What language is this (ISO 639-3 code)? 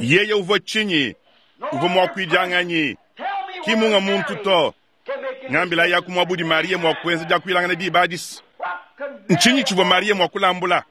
lua